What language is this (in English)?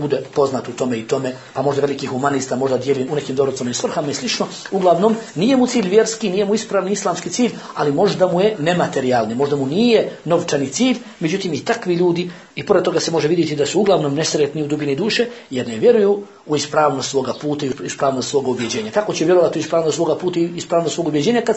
Bosnian